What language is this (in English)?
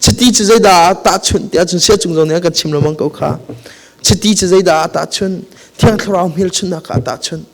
Hakha Chin